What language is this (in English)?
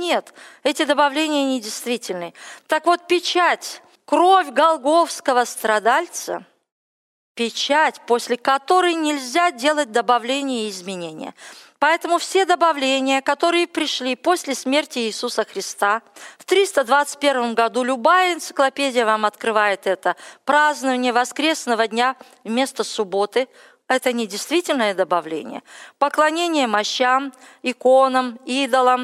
Russian